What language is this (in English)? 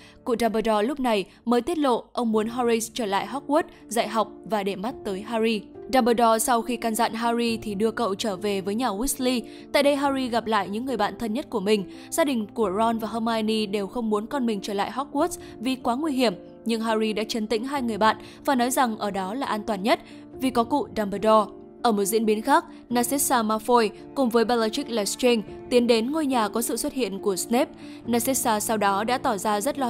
Vietnamese